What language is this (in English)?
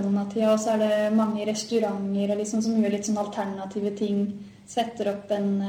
Norwegian